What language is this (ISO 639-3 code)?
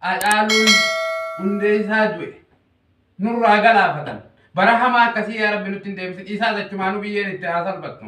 orm